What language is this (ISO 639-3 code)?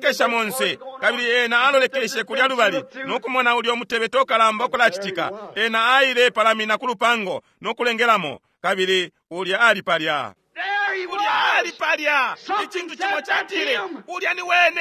bem